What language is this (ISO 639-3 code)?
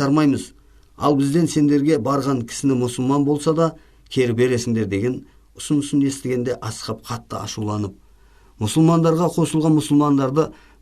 kaz